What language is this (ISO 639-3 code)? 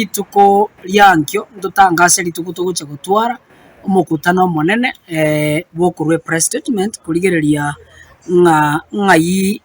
guz